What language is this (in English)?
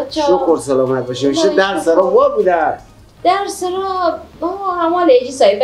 Persian